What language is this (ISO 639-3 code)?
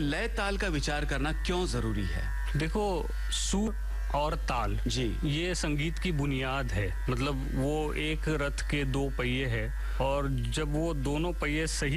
hin